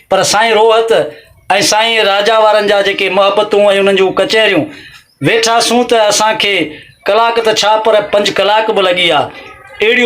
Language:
Sindhi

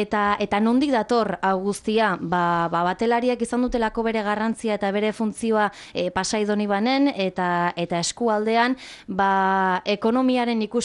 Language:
Basque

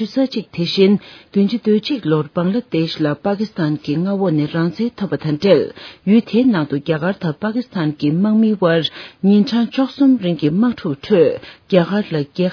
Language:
Tibetan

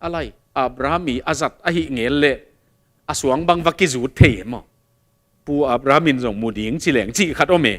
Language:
Tedim Chin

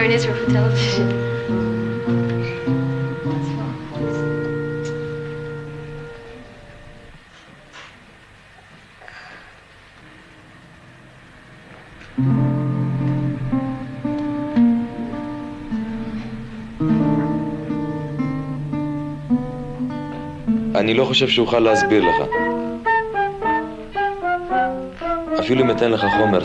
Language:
Hebrew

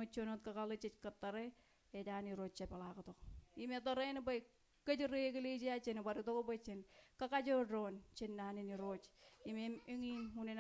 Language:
Marshallese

